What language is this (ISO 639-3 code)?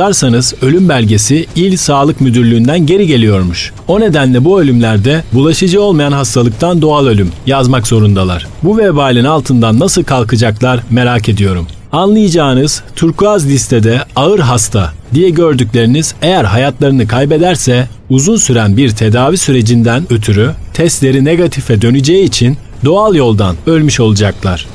tur